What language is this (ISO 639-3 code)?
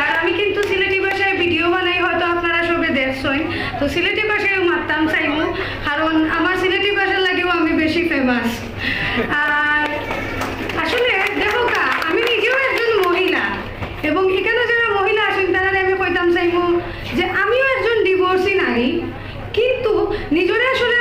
syl